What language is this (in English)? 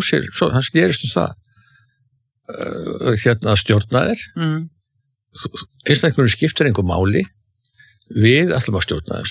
Icelandic